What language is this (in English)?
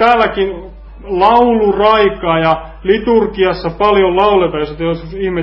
Finnish